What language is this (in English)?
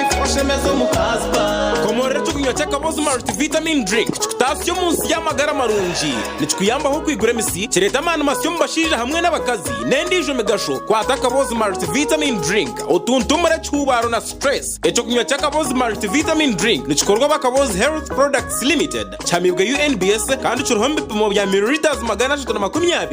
Nyankole